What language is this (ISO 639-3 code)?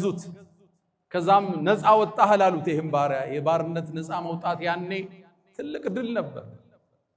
amh